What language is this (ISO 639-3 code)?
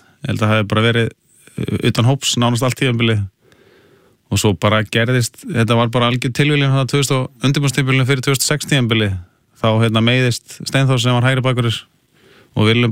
isl